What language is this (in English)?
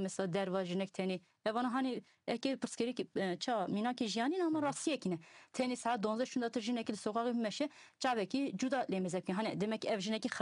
Kurdish